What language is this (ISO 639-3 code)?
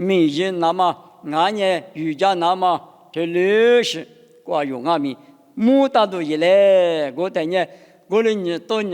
lis